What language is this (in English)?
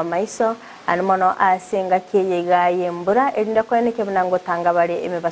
Gusii